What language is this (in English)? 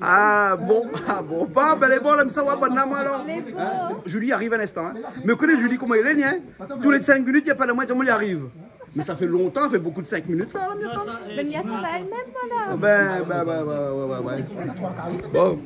Réunion Creole French